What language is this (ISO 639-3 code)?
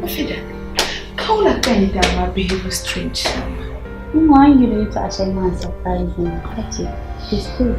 dag